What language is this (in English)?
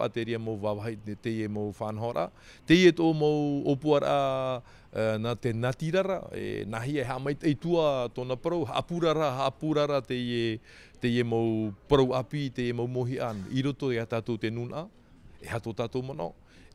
Tahitian